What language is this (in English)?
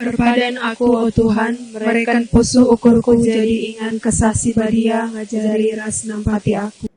Batak Karo